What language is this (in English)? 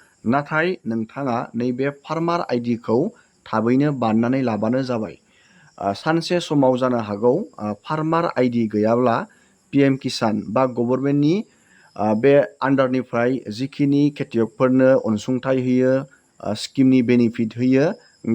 Bodo